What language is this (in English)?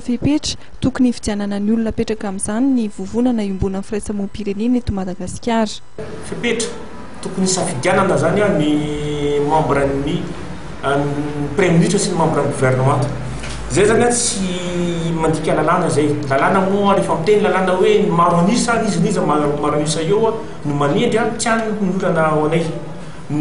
Malagasy